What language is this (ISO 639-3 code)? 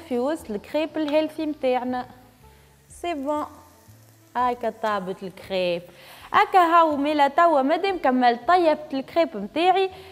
aeb